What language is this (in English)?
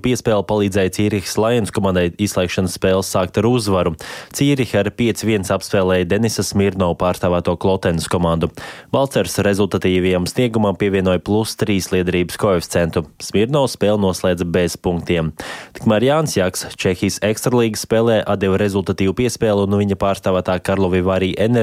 Latvian